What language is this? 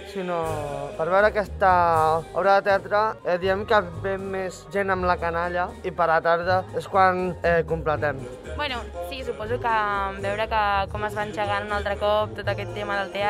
Catalan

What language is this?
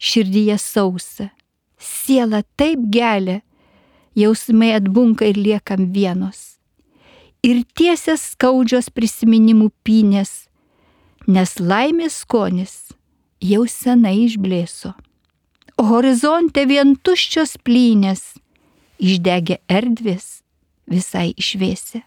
Lithuanian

